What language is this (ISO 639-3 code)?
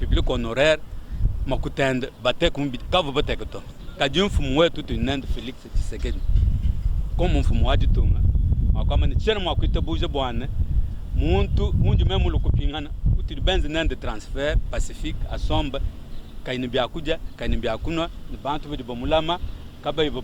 lua